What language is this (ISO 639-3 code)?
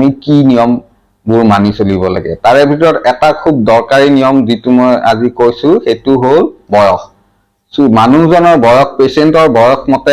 asm